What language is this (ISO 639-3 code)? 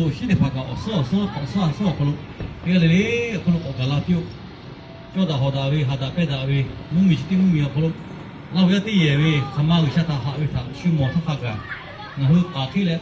lhu